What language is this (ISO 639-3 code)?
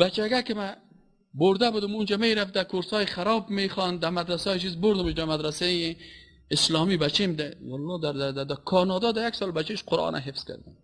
fas